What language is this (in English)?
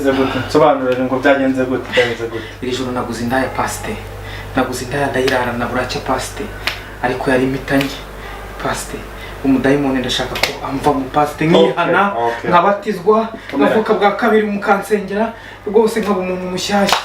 Kinyarwanda